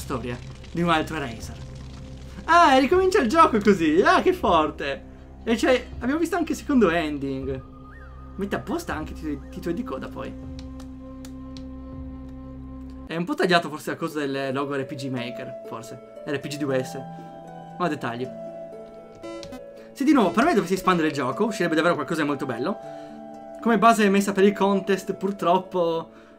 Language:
Italian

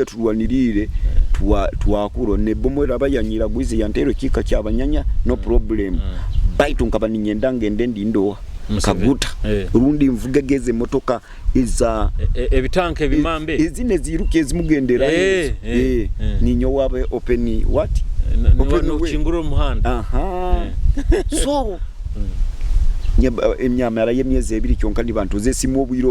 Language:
Nyoro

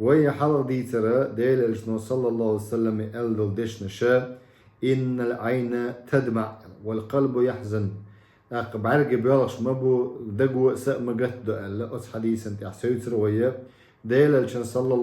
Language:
Chechen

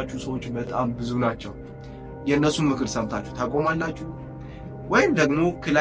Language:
Amharic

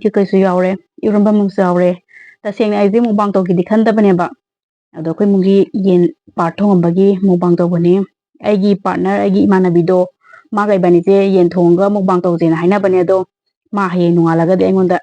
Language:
Manipuri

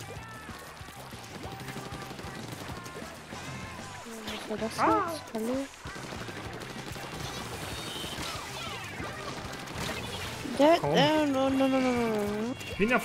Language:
German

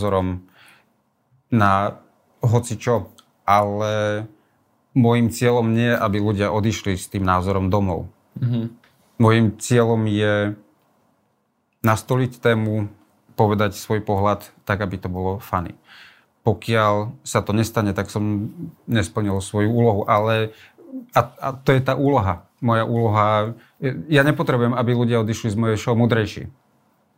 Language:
Slovak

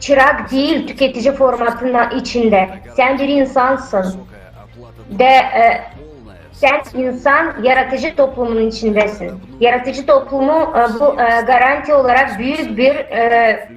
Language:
Gagauz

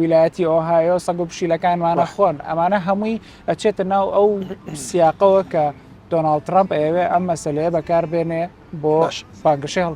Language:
Central Kurdish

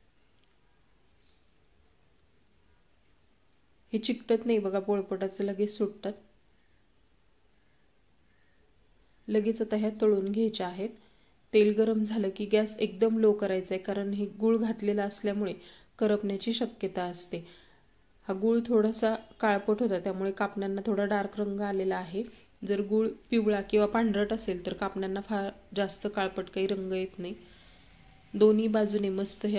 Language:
Marathi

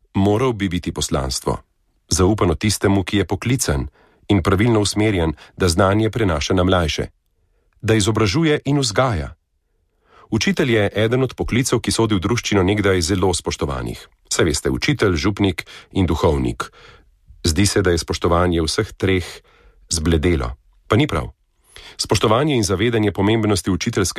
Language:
Slovenian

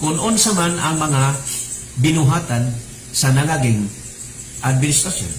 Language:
Cebuano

